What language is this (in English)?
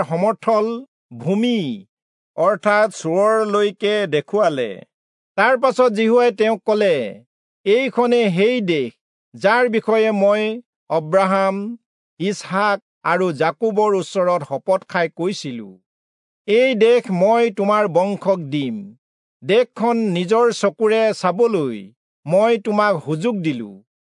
Assamese